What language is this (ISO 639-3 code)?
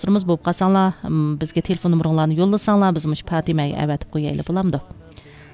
uig